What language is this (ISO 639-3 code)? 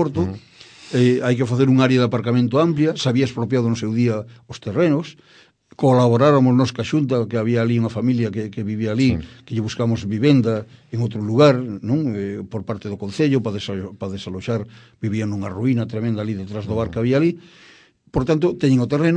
glg